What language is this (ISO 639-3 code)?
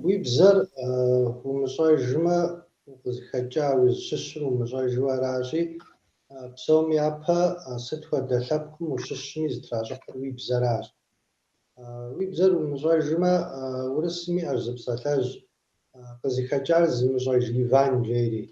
kbd